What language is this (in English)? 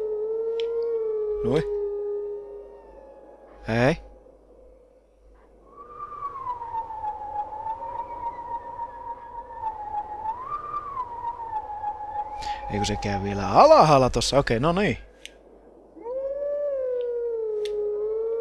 Finnish